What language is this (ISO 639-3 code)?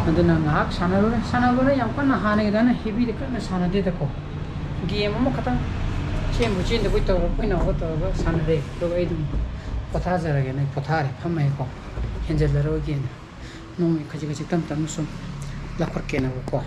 mni